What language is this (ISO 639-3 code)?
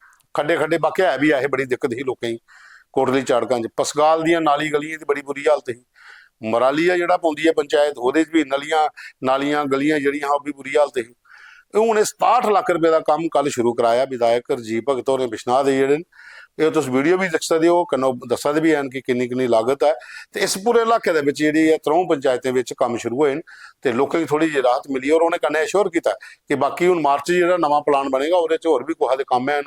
doi